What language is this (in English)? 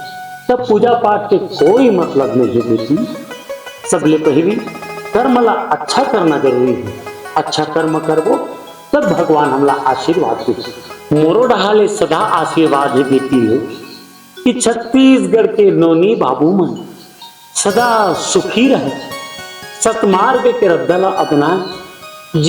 Chhattisgarhi